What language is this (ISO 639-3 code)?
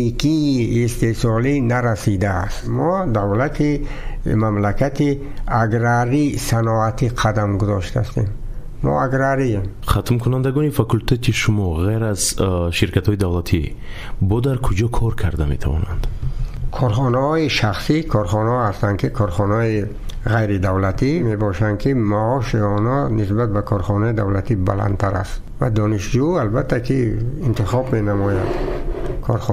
tgk